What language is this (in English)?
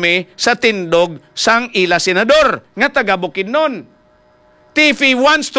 Hiligaynon